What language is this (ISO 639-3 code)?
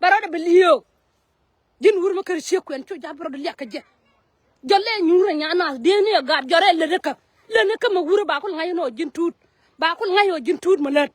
nus